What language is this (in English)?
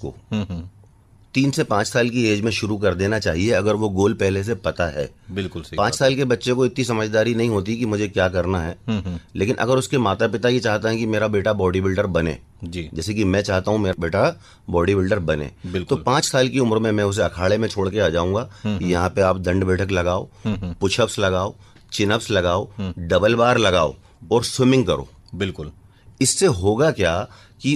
Hindi